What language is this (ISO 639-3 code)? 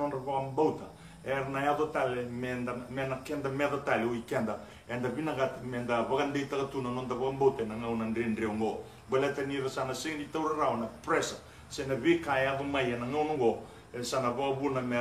fij